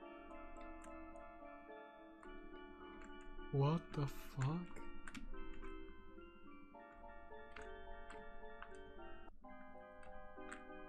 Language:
Polish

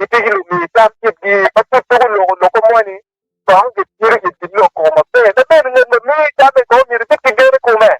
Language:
Acoli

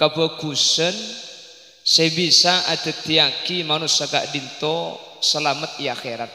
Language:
Madurese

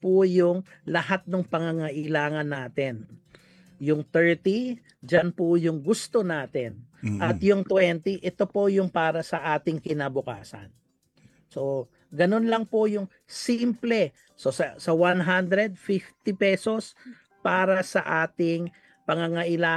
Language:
Filipino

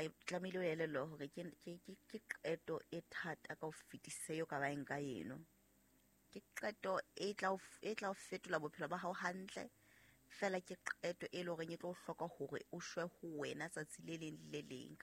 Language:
Southern Sotho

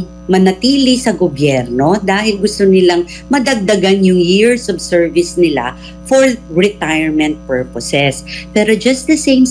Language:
Filipino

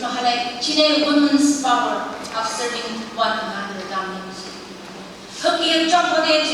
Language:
Phom Naga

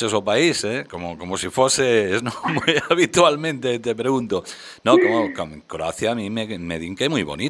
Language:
Galician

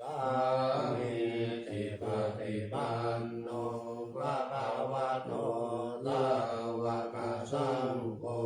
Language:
Pali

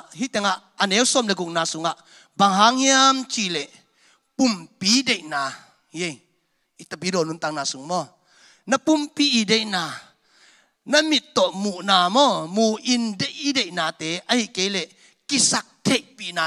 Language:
Tedim Chin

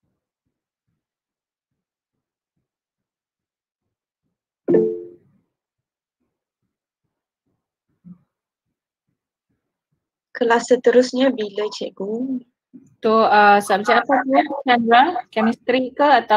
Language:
Malay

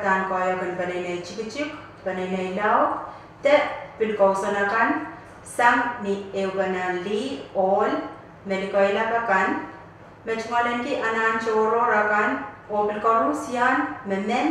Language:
Pohnpeian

